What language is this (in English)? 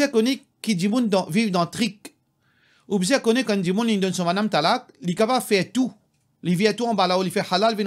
Morisyen